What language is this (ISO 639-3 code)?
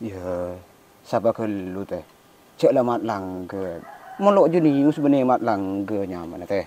mad